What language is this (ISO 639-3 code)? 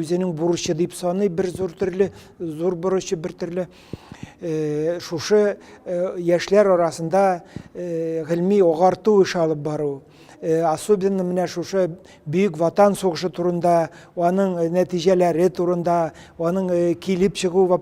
tat